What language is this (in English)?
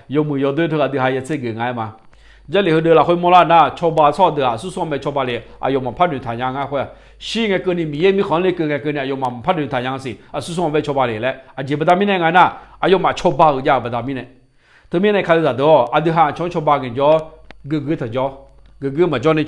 Akha